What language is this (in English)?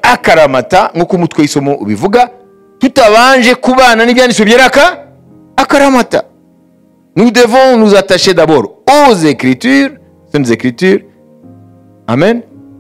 Kinyarwanda